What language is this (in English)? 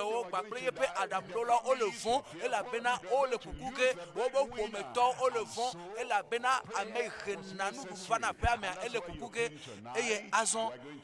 Ewe